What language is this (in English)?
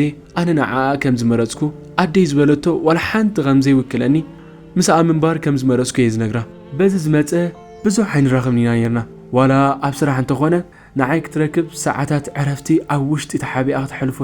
Tigrinya